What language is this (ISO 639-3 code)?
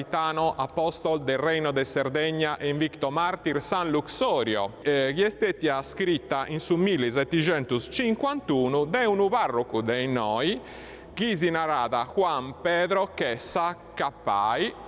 srd